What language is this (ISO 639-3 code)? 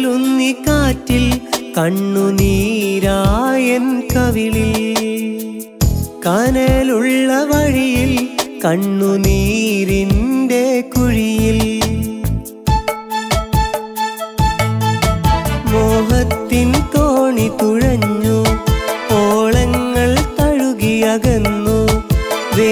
mal